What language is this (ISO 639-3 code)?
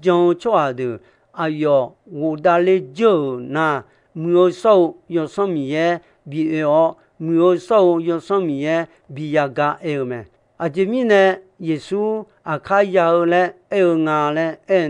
ahk